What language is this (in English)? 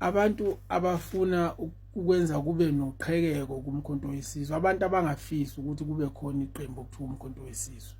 Zulu